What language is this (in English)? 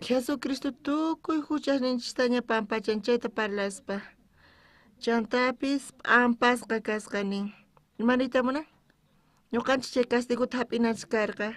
South Bolivian Quechua